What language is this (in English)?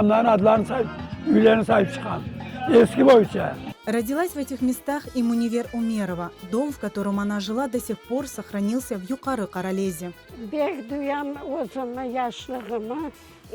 Crimean Tatar